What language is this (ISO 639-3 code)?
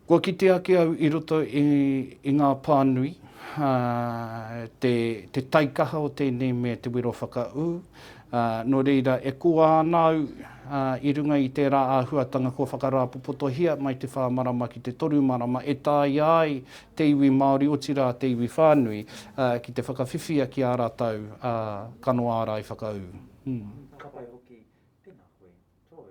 mri